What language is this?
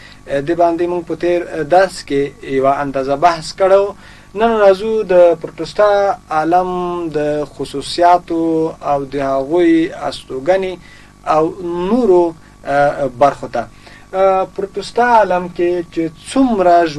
Pashto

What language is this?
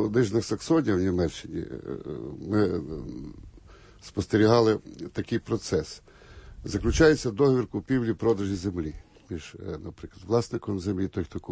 Ukrainian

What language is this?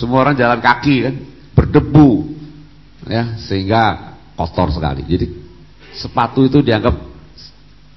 Indonesian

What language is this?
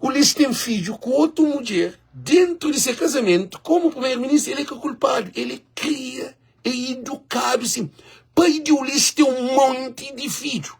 Kabuverdianu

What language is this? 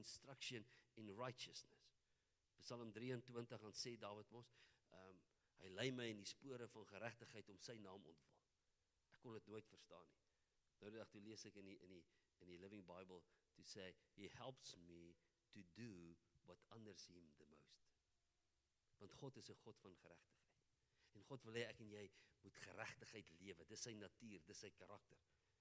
Afrikaans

